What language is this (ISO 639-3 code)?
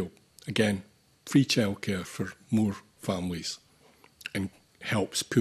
eng